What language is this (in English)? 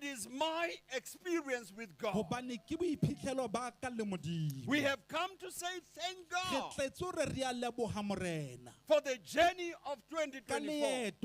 Southern Sotho